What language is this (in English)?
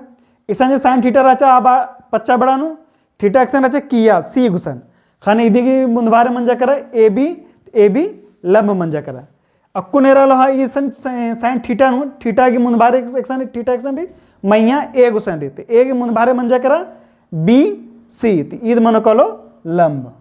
Kurukh